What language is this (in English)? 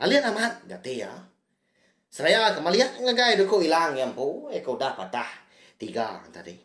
Iban